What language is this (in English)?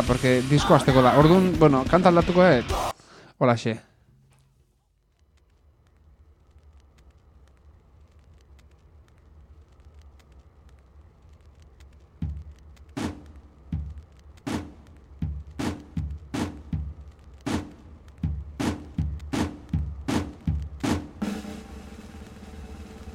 Basque